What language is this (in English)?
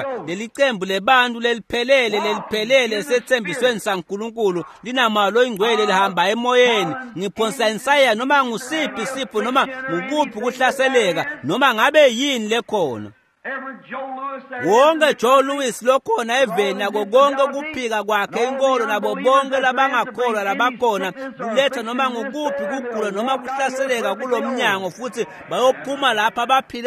Swati